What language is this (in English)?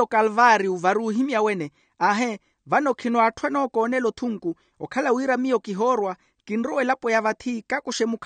Makhuwa